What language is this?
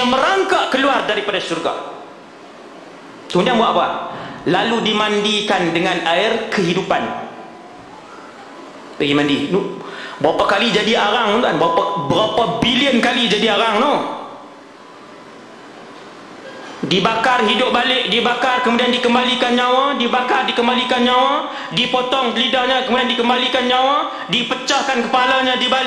Malay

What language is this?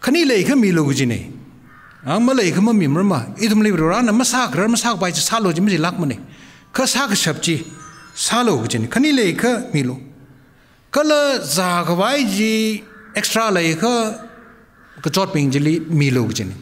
Tangkhul Naga (India)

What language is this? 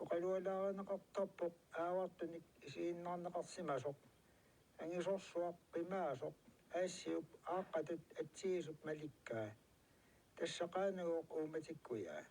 Kalaallisut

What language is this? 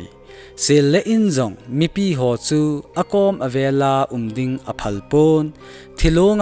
Thado Chin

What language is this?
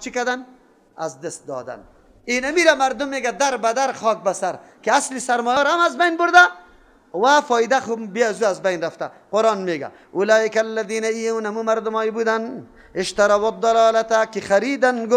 Persian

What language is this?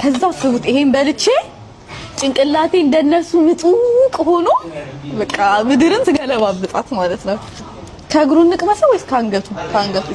Amharic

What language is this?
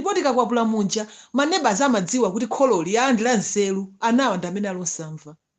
Nyanja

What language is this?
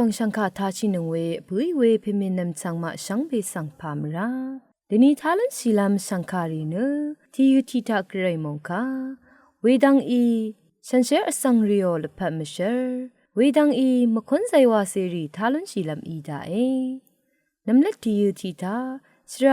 Rawang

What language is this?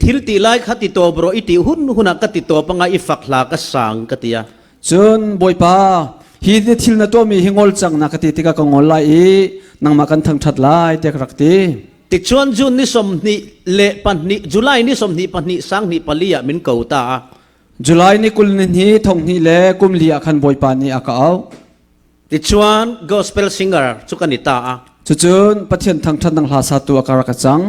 Falam Chin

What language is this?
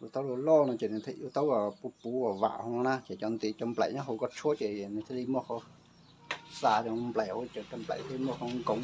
Hmong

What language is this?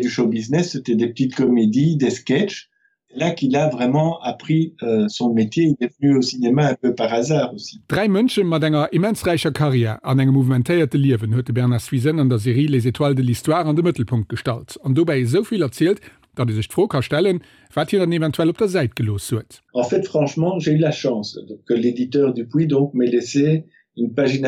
Luxembourgish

